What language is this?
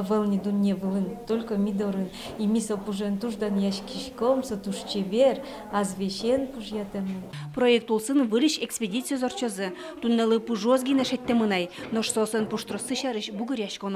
Udmurt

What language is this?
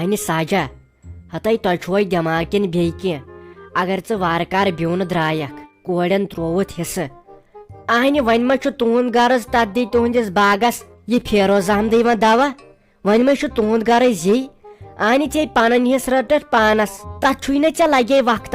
Kashmiri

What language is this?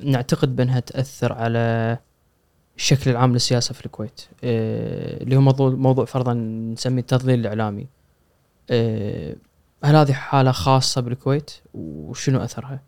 Gulf Arabic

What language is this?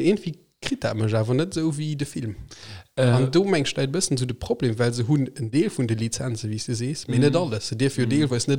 Luxembourgish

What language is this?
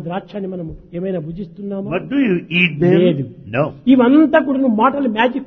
Telugu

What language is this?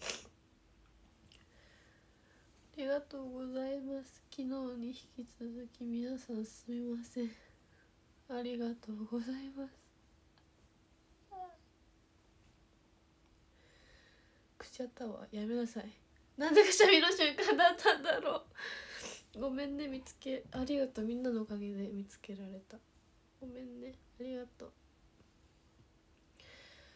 Japanese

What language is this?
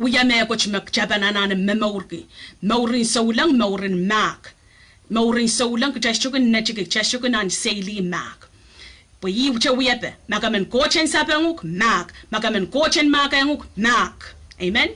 Pohnpeian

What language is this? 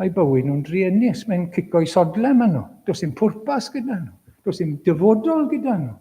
Welsh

